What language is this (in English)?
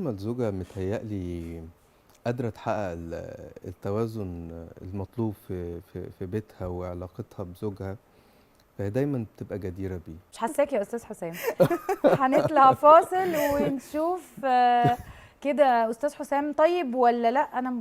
Egyptian Arabic